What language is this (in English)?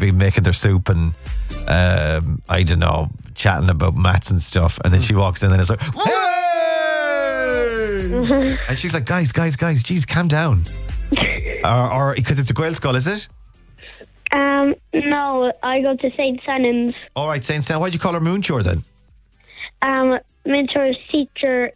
English